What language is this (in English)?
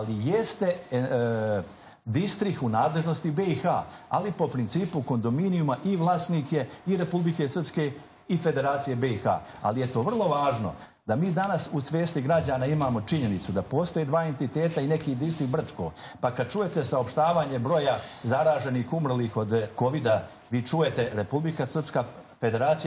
Serbian